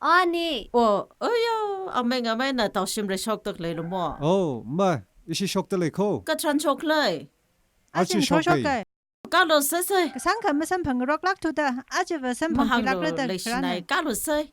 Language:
Tangkhul Naga (India)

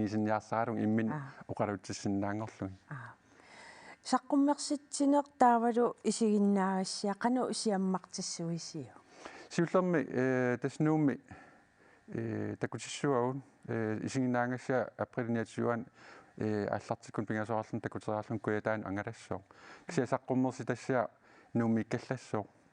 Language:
Kalaallisut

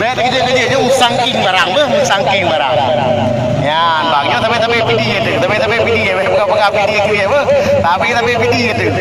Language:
Achinese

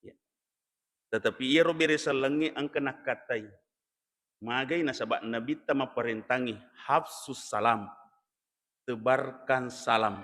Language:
Buginese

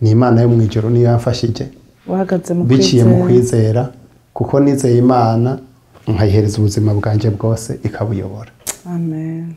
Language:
Rundi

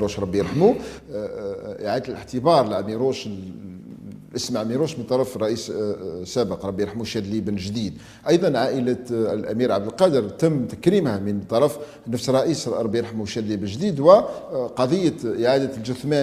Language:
Algerian Arabic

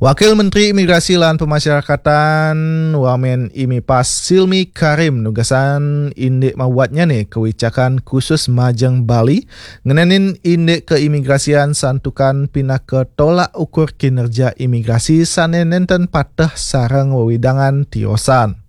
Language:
Balinese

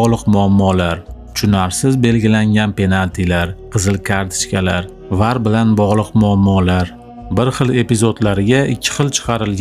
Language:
Uzbek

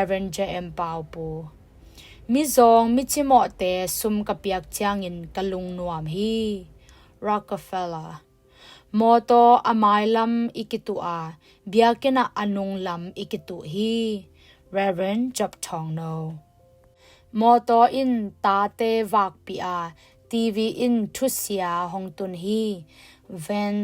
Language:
Tedim Chin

